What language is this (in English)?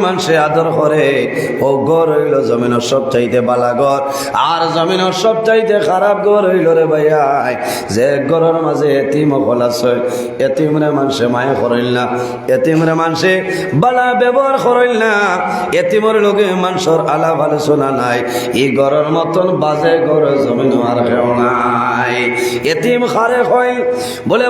Sylheti